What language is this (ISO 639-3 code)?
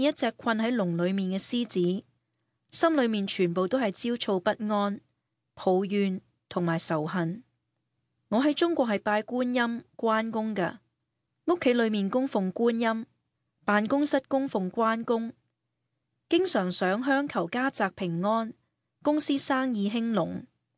yue